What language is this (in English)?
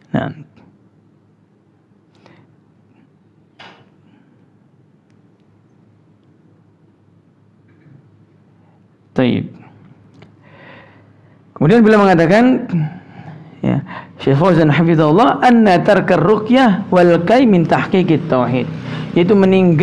Indonesian